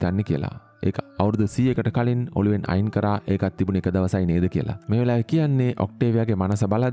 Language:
Sinhala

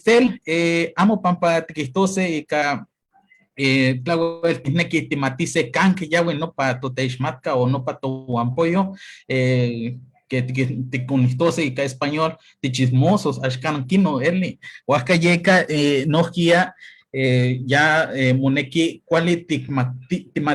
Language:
Eastern Huasteca Nahuatl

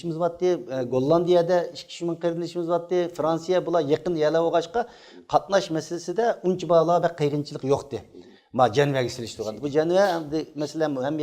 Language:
Uyghur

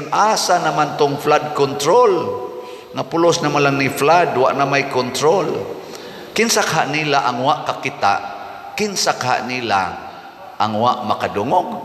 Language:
Cebuano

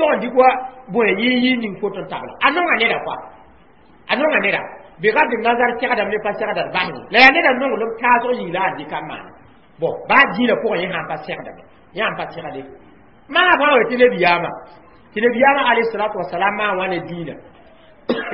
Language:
Mossi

